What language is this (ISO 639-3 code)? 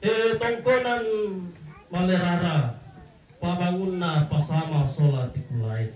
sda